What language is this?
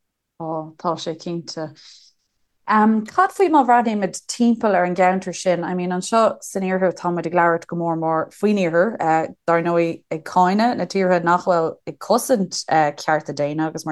Irish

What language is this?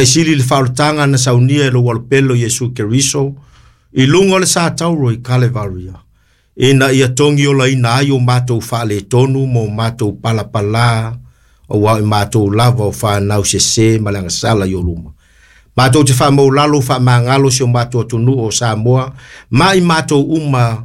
Samoan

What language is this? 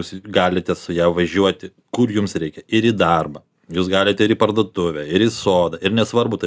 Lithuanian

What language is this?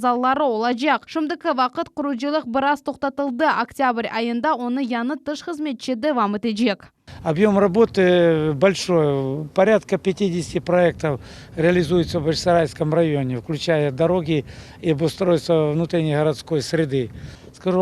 Crimean Tatar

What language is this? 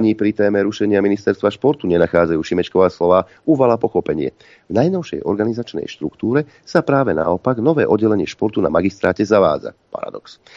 Slovak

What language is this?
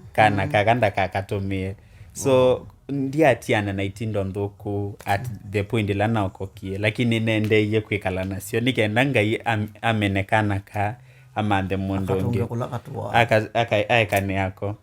Kamba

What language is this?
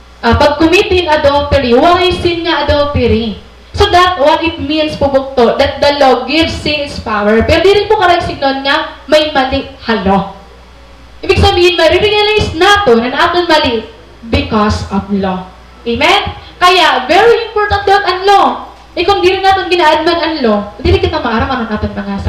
Waray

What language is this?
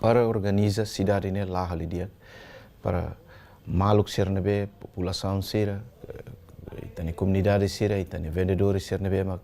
Tetum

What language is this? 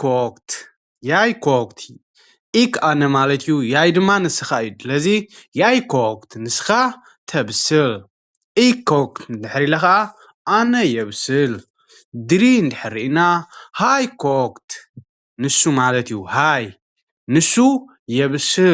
Tigrinya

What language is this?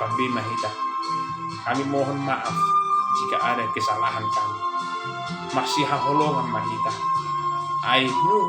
Batak Toba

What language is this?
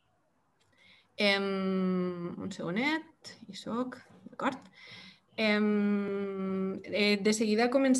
Catalan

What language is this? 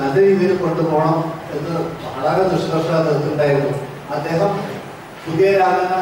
Malayalam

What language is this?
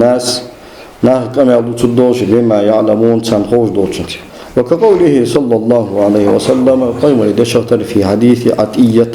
Ingush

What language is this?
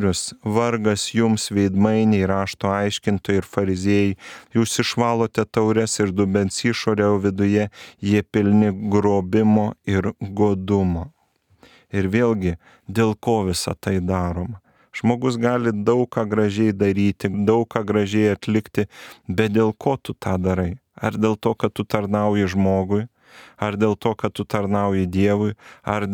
Lithuanian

